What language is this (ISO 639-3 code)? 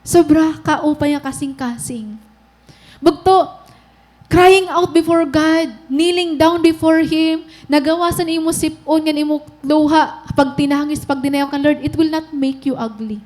war